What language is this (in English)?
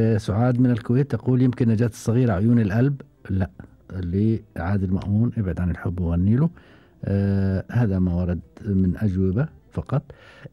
Gulf Arabic